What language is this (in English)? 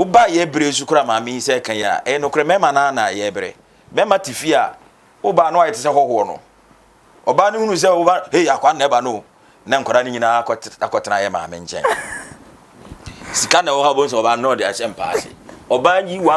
Akan